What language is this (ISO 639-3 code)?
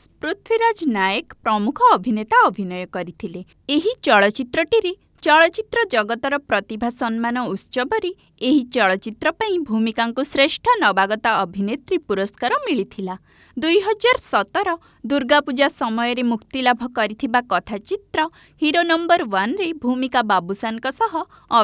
ori